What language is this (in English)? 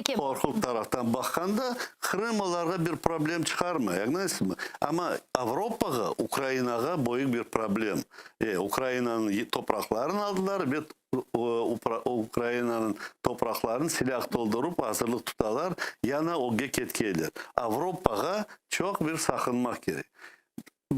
Crimean Tatar